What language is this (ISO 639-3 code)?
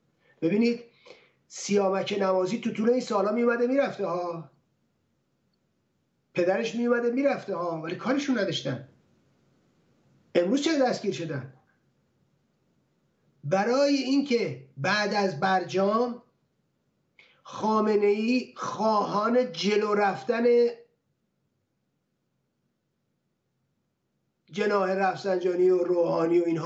fas